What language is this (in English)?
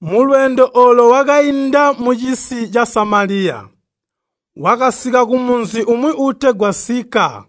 Tonga (Zambia)